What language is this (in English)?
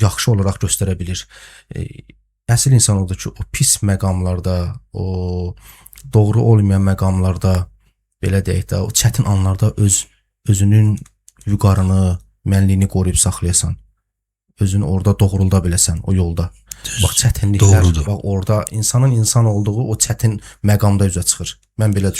Azerbaijani